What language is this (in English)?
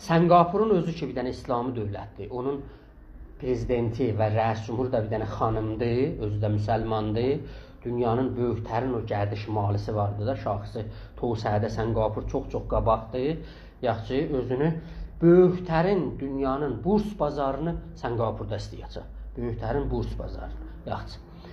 South Azerbaijani